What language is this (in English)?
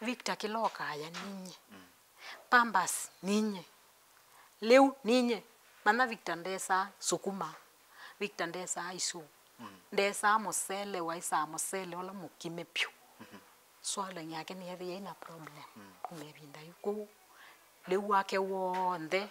Kamba